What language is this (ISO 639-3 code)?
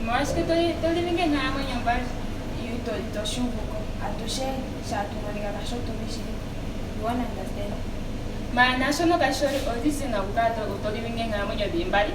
ndo